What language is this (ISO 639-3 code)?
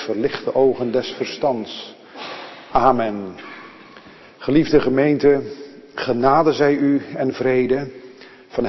nld